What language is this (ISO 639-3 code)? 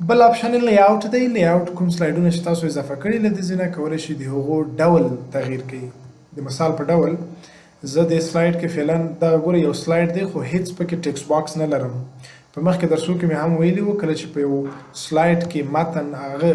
pus